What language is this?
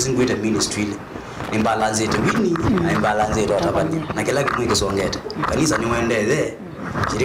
Kamba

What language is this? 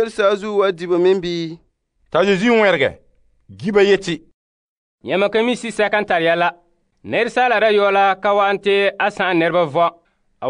Frafra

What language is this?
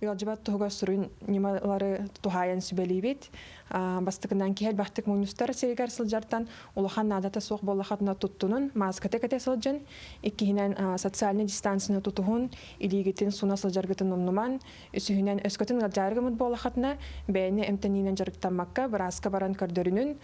Yakut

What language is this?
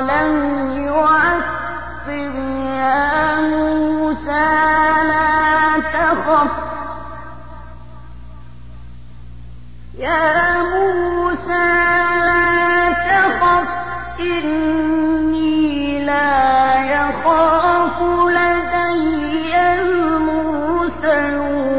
Arabic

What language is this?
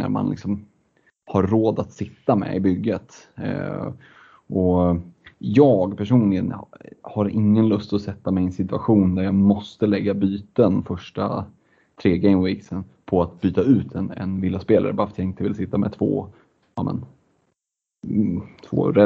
Swedish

